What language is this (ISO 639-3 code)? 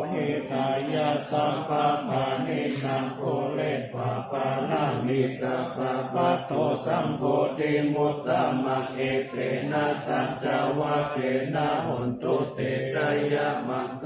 pli